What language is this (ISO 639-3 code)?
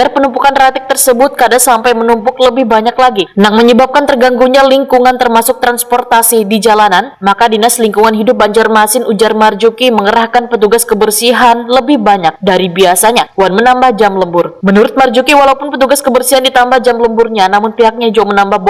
bjn